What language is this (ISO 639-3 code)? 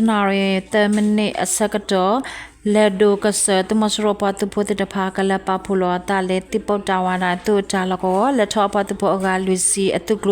ksw